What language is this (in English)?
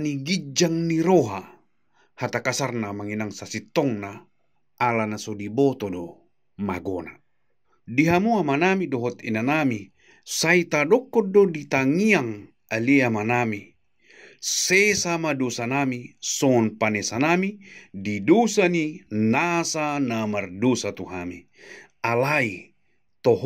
Batak Toba